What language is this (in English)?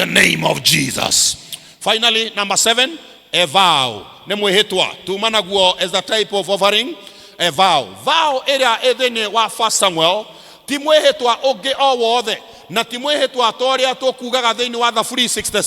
Kikuyu